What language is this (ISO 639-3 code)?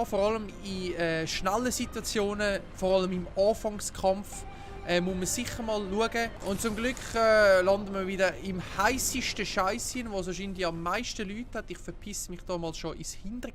gsw